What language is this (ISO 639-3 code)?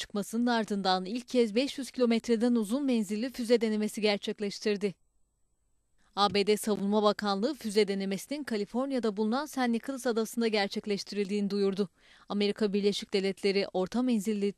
tur